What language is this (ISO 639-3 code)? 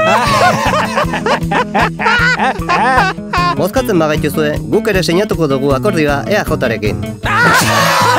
eus